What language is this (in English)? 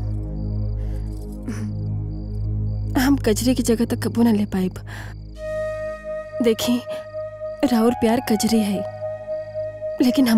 Bhojpuri